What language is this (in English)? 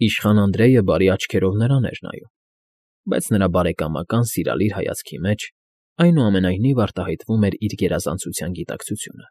Armenian